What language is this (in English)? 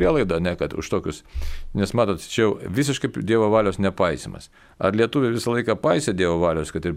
Lithuanian